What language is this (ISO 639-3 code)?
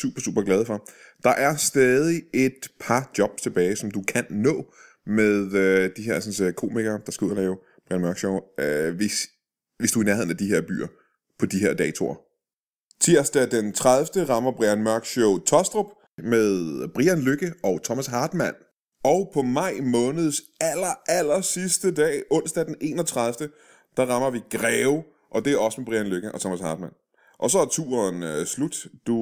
dan